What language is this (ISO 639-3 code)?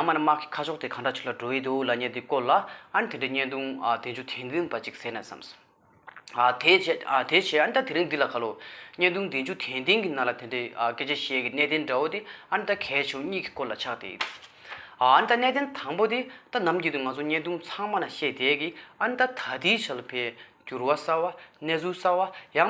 bod